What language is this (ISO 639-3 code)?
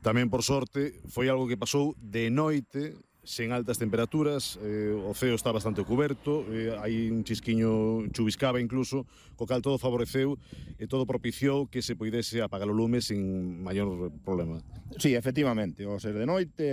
glg